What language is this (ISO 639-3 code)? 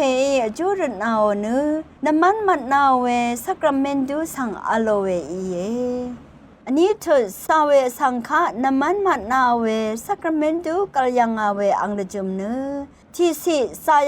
raw